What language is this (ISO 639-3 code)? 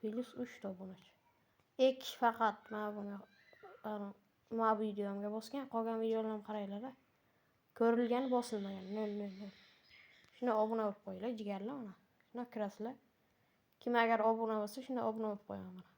uzb